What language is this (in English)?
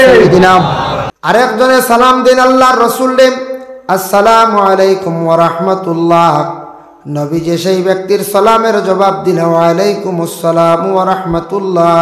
Sylheti